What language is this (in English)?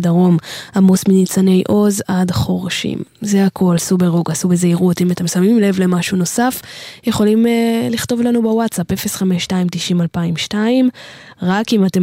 Hebrew